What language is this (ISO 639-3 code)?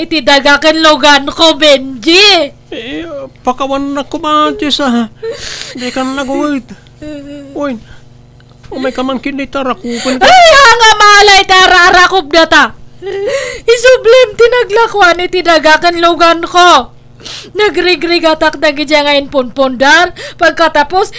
ilo